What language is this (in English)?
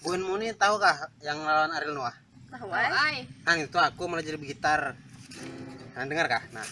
Banjar